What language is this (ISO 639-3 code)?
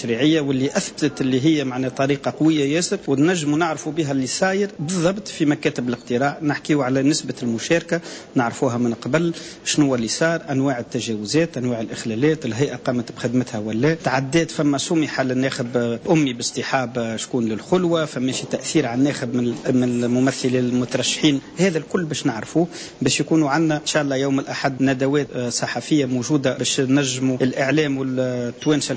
aeb